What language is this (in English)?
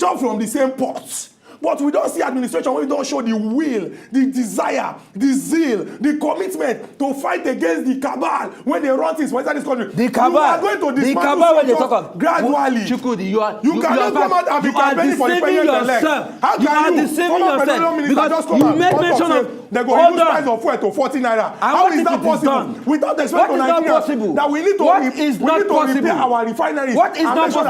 Nigerian Pidgin